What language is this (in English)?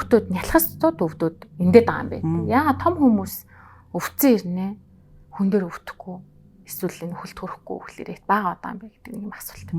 Mongolian